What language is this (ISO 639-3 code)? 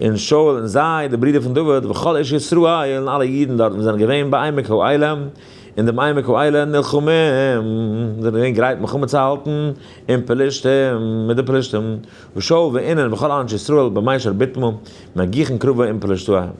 yid